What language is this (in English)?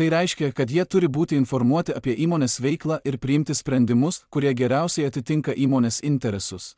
Lithuanian